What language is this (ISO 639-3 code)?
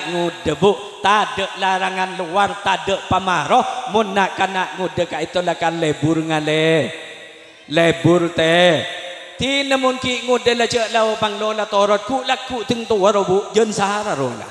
mad